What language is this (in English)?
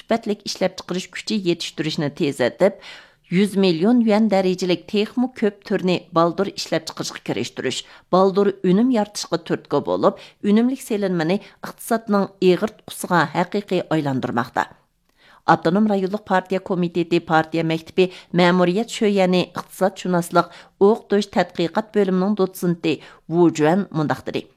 Uyghur